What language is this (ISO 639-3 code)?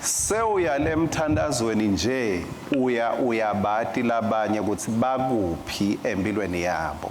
ssw